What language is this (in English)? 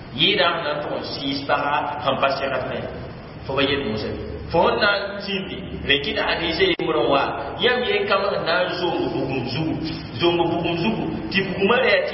Mossi